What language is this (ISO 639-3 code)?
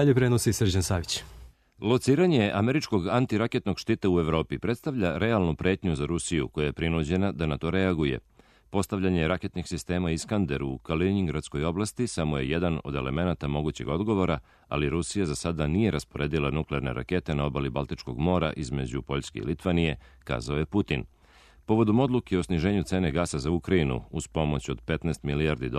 srp